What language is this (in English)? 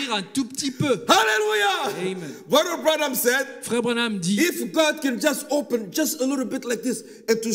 French